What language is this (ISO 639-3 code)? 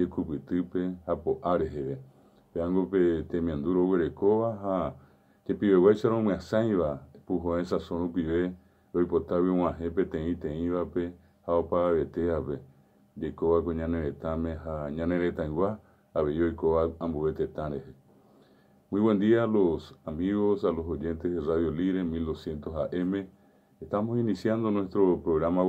grn